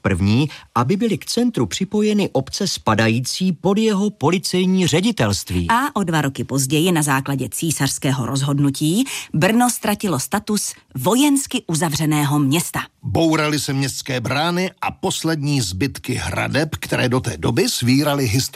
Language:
Czech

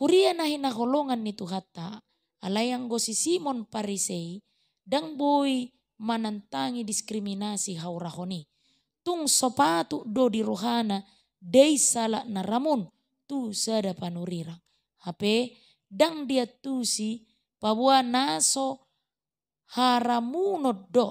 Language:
Batak Toba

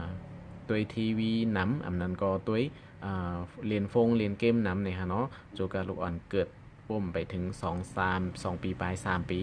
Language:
Shan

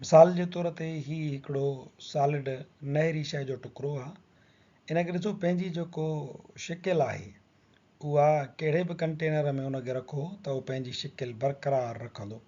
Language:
Sindhi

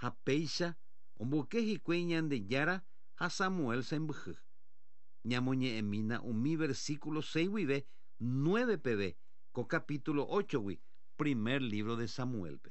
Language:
Guarani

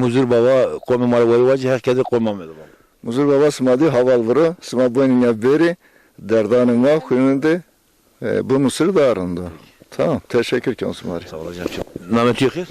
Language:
Zaza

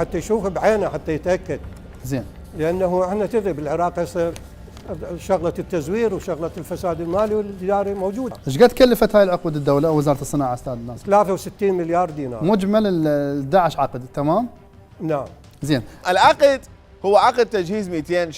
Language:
Mesopotamian Arabic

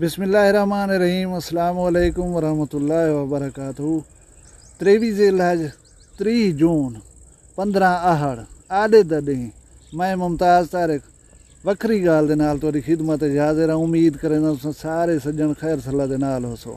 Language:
Saraiki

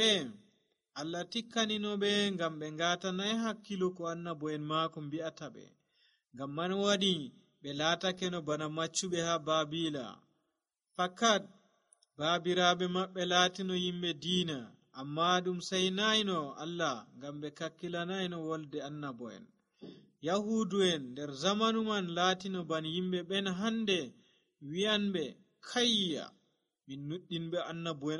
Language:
Nigerian Fulfulde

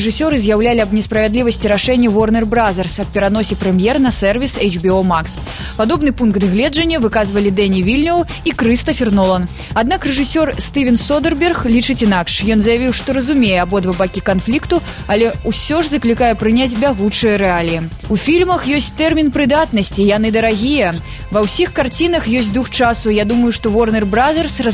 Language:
Belarusian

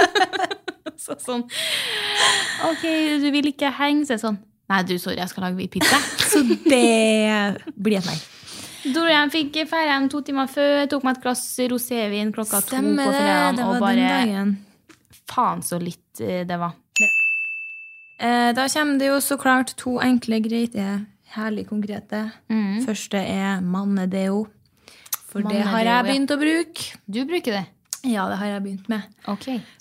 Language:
Norwegian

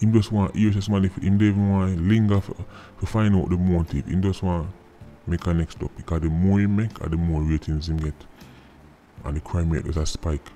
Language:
Jamaican Creole English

